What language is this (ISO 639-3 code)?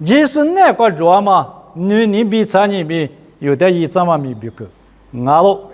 lis